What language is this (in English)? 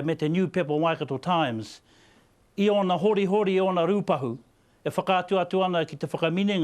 Māori